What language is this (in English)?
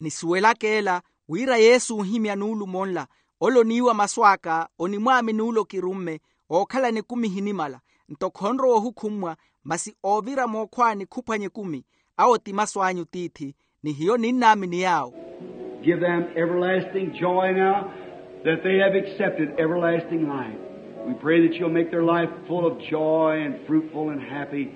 Makhuwa